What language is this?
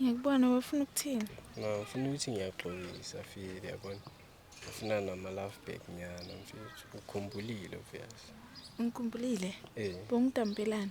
Zulu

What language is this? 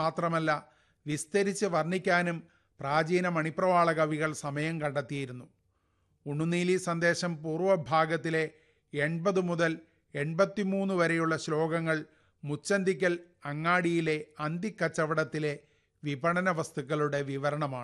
Malayalam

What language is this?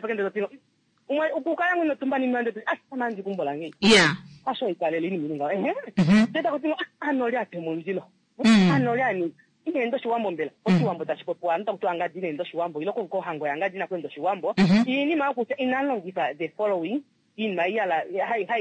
Kuanyama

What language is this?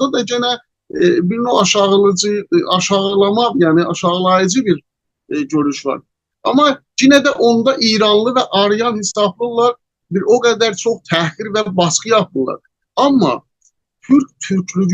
South Azerbaijani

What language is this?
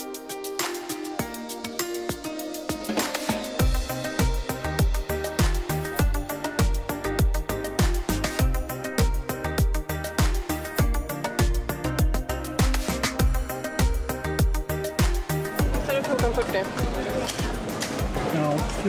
Swedish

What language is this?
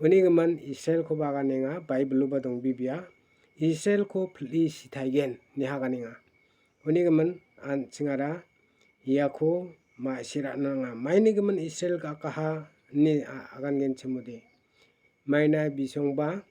Garo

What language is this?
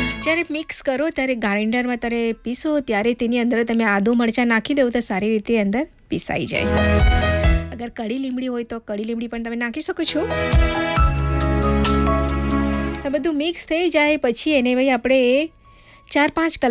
Gujarati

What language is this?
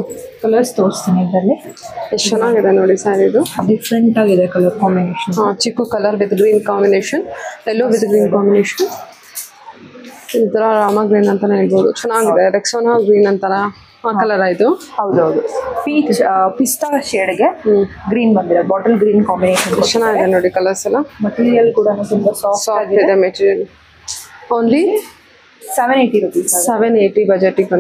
Kannada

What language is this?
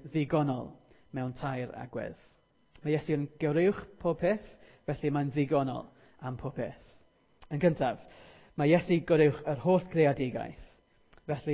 Welsh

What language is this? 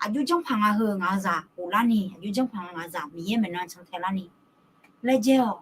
Akha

